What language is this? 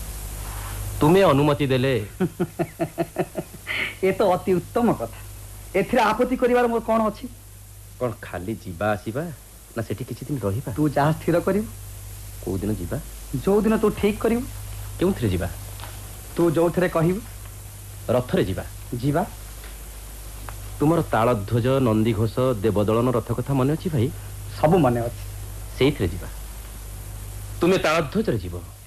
Odia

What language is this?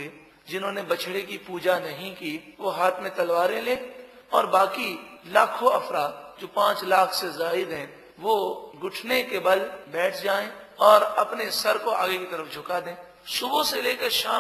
Urdu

